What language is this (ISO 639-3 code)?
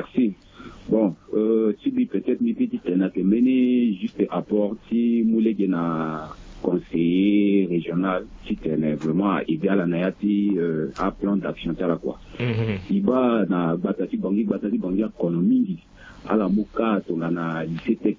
sag